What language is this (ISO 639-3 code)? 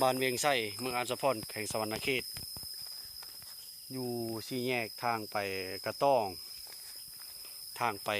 lao